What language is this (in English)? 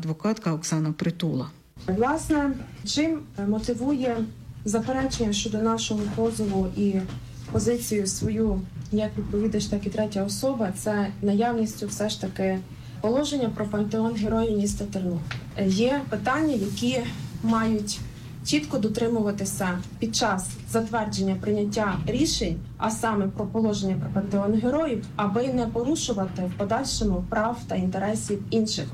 Ukrainian